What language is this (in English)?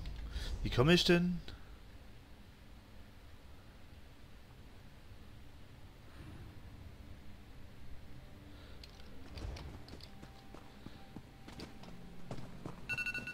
German